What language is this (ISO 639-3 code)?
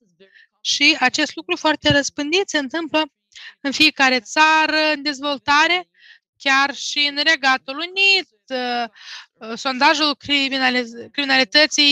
ron